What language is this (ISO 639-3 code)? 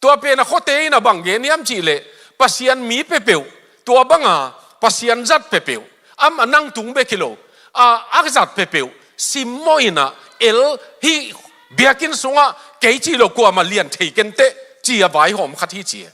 ctd